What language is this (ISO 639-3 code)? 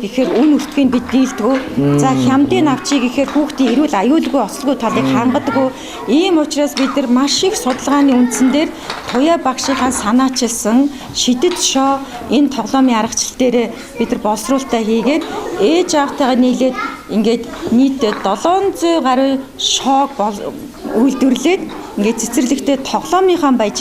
mon